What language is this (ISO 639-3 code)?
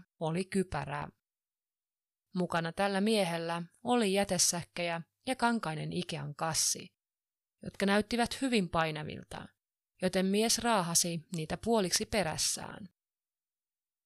fin